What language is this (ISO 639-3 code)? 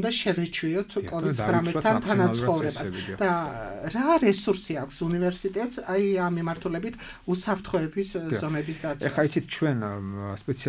kat